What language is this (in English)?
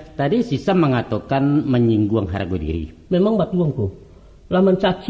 Minangkabau